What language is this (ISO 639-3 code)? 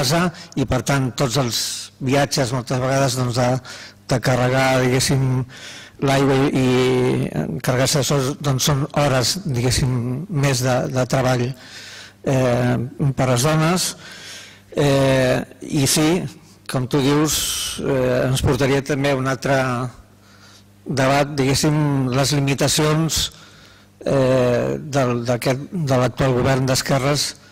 cat